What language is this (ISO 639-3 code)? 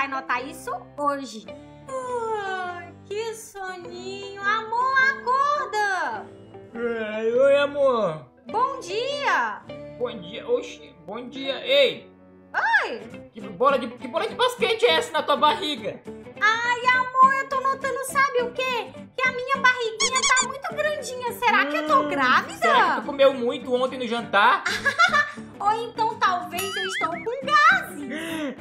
por